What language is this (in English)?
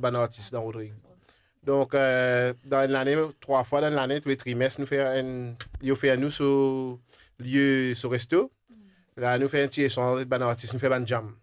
Morisyen